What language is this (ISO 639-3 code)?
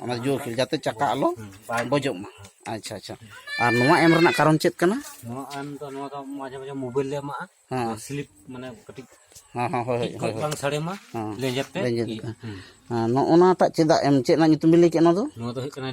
sat